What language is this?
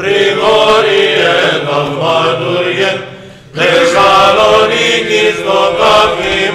Greek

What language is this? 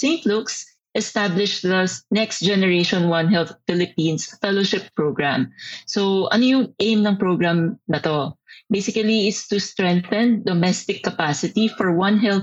Filipino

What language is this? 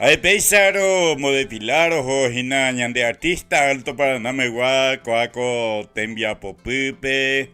Guarani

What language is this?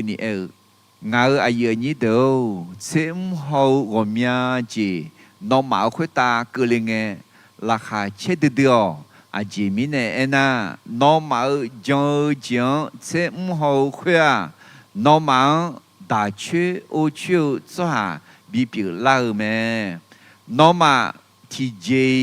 Akha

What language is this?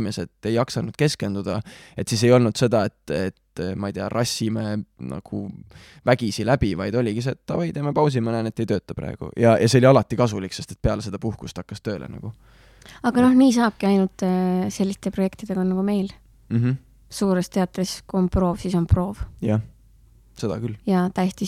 Estonian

